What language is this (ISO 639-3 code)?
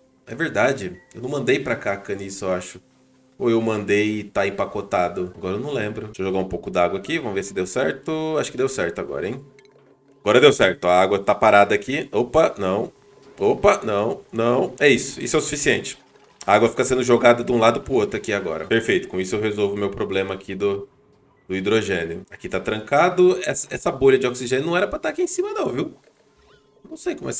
por